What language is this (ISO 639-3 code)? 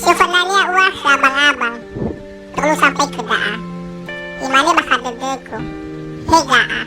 nia